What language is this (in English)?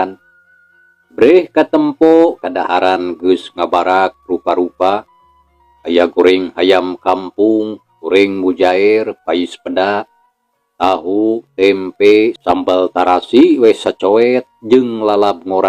Sundanese